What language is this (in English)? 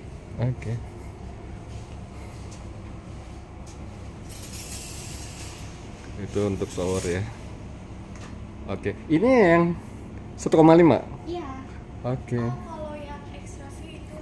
Indonesian